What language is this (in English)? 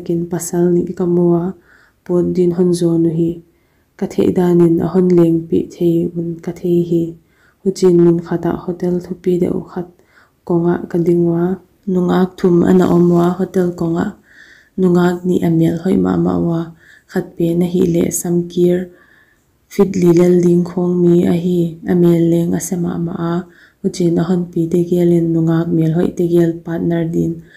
Paite Chin